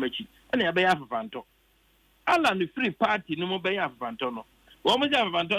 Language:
Akan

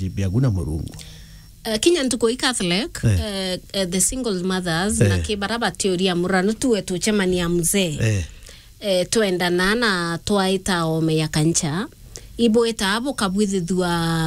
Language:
Meru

